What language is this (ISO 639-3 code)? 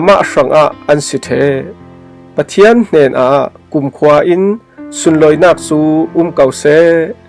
cfm